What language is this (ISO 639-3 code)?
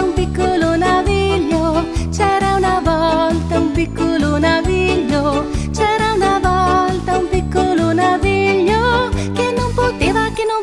ita